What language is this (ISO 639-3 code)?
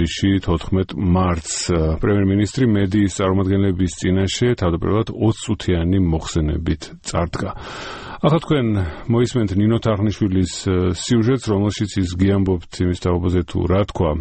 kat